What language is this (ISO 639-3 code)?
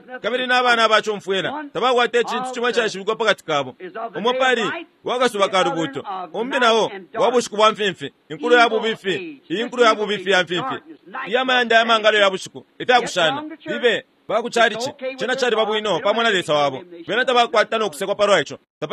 bem